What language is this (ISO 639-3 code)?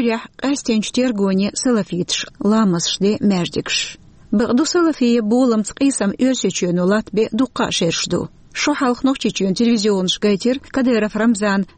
che